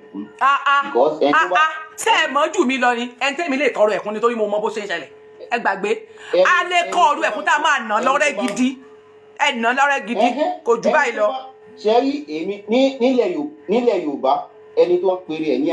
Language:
Yoruba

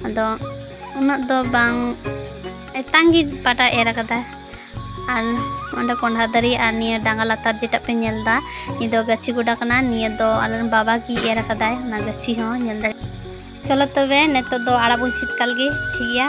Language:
Santali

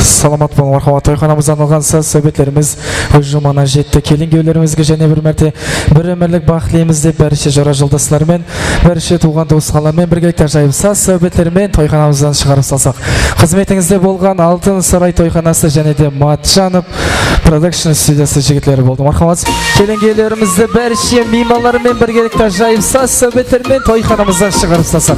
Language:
Kara-Kalpak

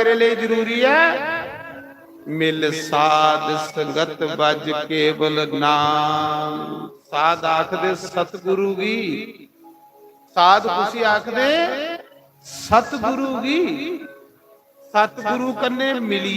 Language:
Dogri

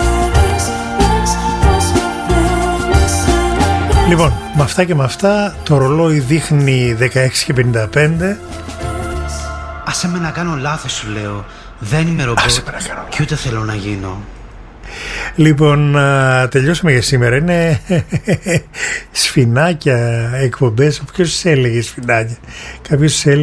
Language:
Greek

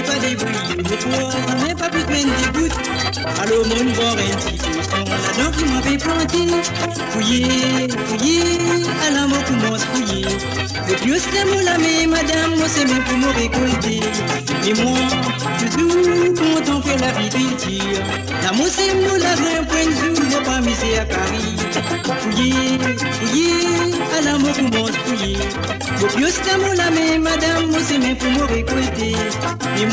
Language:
Morisyen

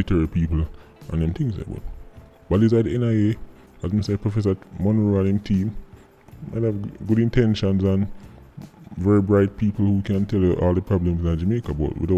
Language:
Jamaican Creole English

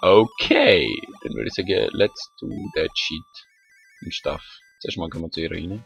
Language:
Swiss German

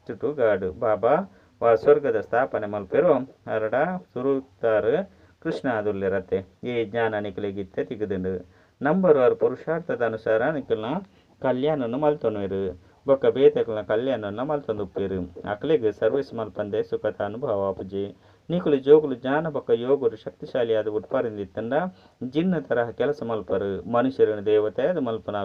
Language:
Tulu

